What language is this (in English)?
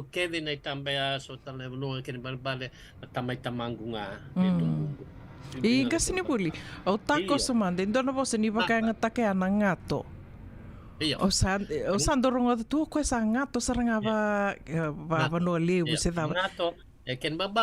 Fijian